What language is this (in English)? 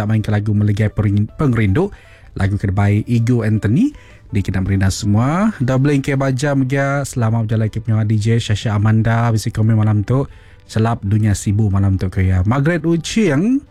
Iban